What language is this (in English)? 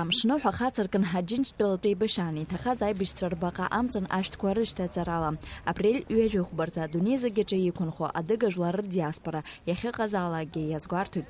Abkhazian